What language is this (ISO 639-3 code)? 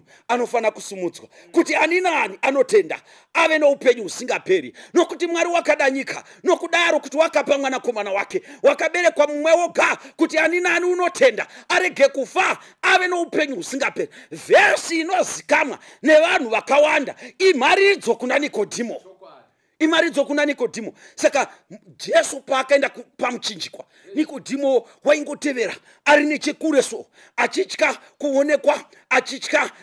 sna